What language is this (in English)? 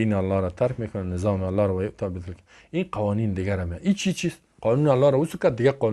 Persian